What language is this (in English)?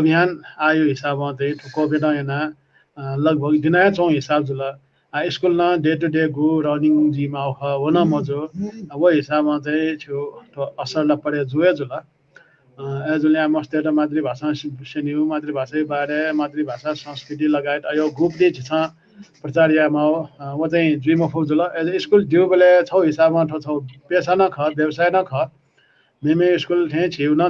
Newari